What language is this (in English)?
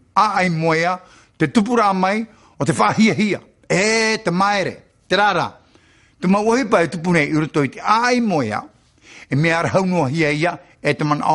Tahitian